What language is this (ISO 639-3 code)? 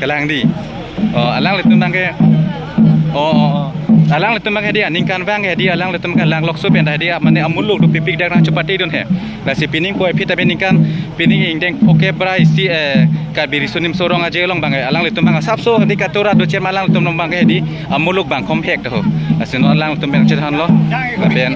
mjw